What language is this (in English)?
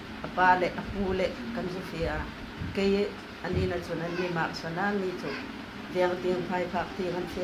Hmar